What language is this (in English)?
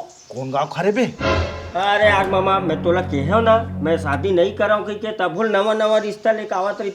Chhattisgarhi